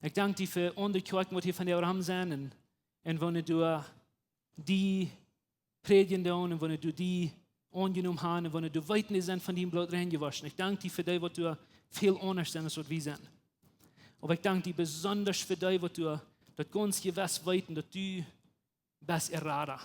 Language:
Plautdietsch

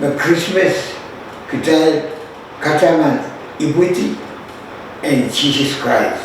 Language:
Pohnpeian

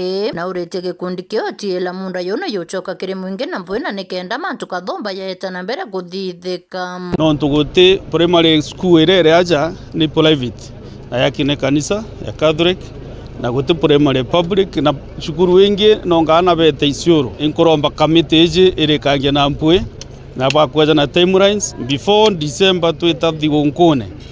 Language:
Meru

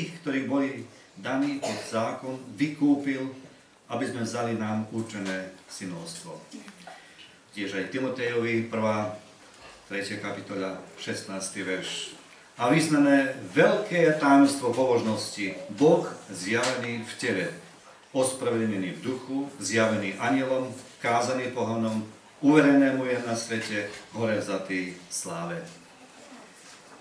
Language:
Slovak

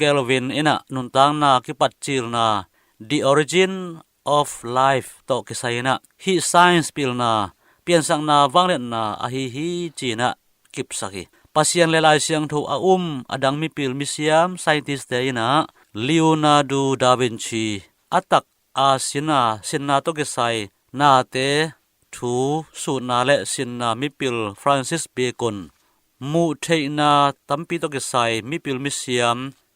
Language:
Tedim Chin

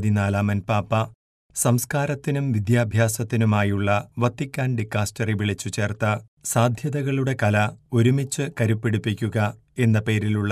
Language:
Malayalam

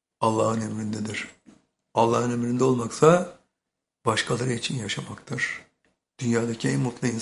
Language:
Turkish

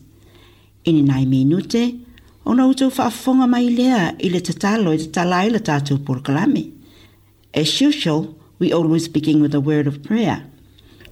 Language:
Samoan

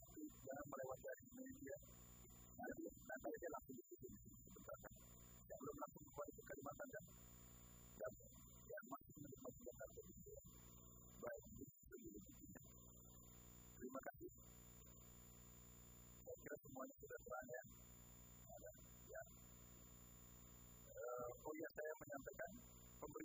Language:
Indonesian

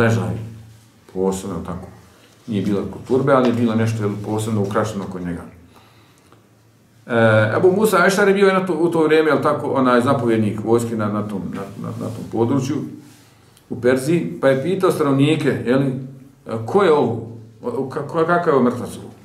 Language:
Bosnian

